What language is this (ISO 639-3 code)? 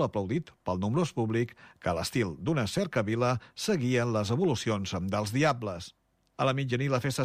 cat